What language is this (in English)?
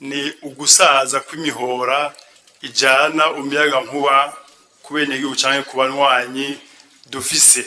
Rundi